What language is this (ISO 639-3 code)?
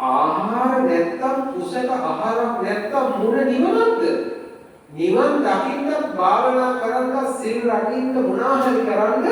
sin